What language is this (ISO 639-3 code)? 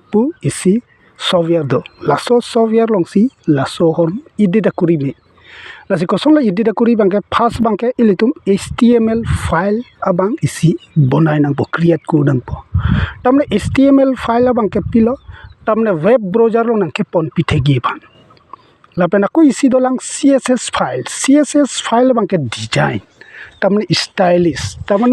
mjw